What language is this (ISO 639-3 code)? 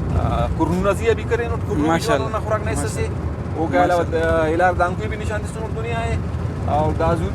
brh